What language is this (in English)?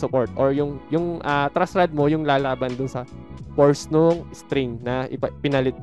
Filipino